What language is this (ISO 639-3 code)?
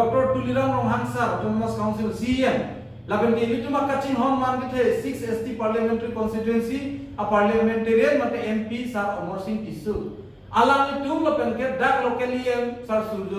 mjw